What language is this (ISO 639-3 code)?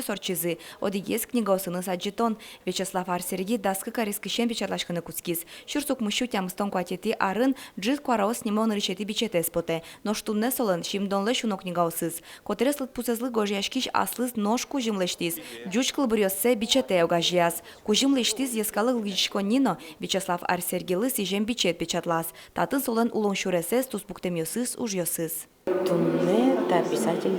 udm